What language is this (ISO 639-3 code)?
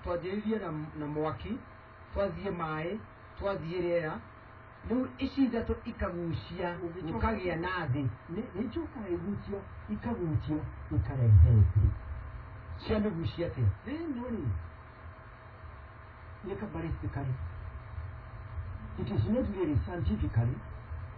kik